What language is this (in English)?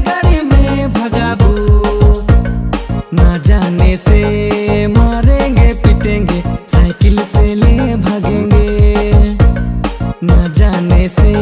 Sadri